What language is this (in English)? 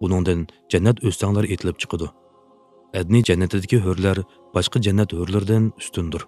Uyghur